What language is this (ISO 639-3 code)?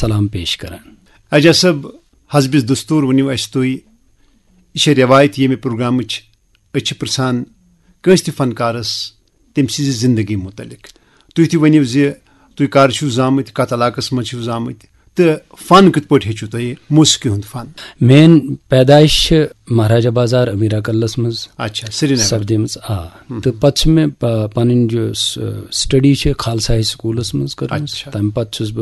kas